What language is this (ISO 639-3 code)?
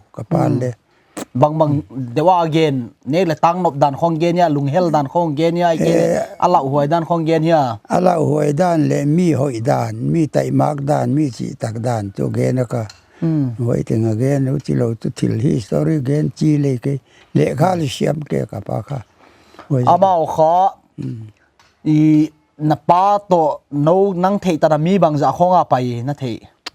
pck